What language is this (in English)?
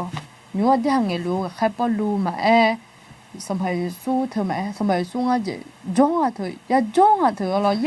Akha